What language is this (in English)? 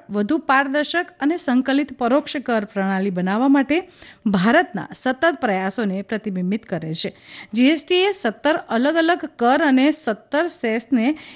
Gujarati